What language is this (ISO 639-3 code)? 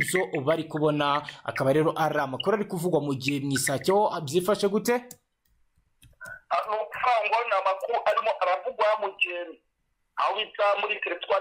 kin